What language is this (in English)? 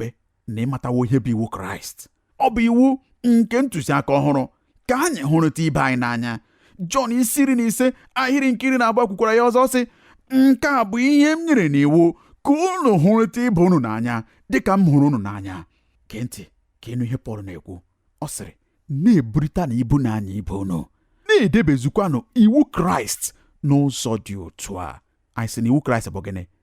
Igbo